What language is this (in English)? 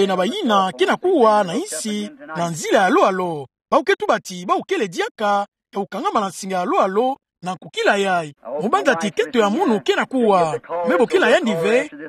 Kituba (Democratic Republic of Congo)